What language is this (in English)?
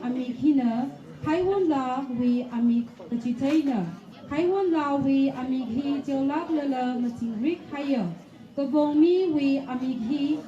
Tangkhul Naga (India)